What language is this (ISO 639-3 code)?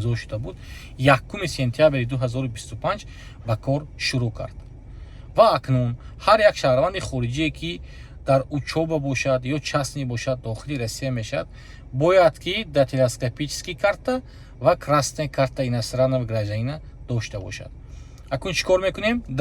tgk